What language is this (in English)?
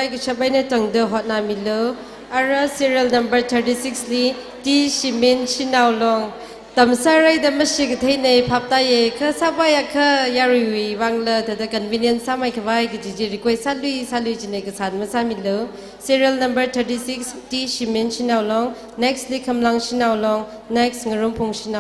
Tangkhul Naga (India)